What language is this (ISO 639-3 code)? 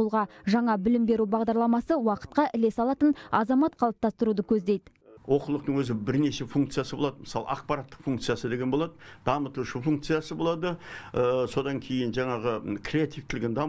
kaz